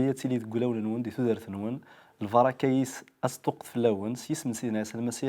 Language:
Kabyle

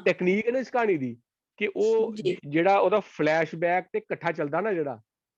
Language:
Dogri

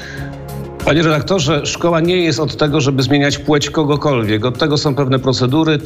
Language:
Polish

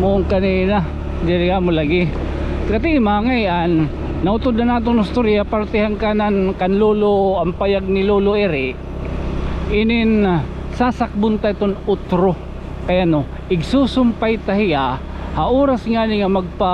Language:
Waray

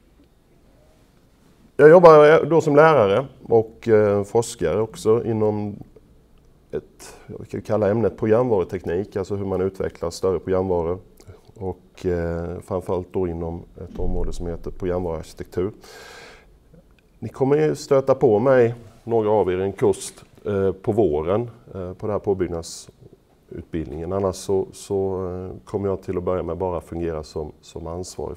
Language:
Swedish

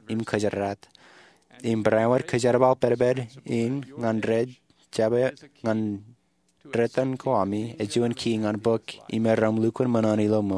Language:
Marshallese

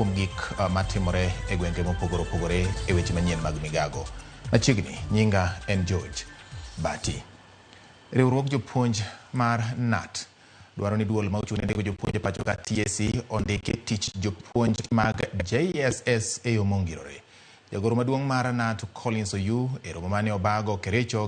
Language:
Luo (Kenya and Tanzania)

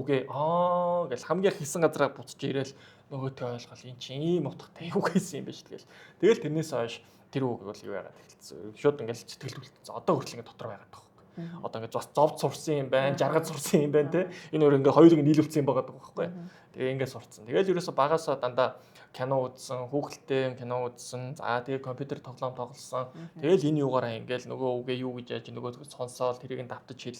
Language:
Mongolian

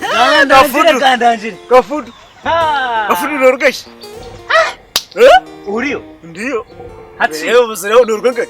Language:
Nyankole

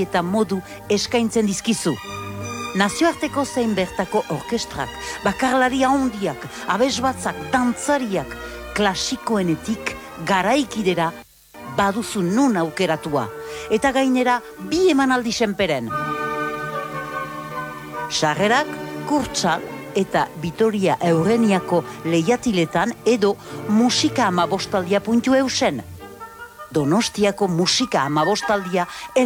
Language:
Basque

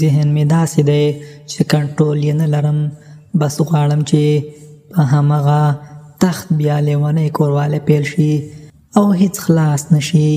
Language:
Pashto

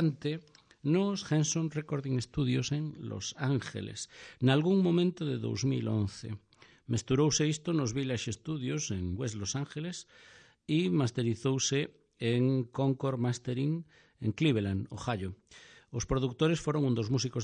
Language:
Galician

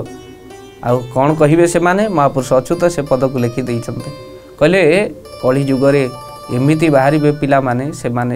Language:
Odia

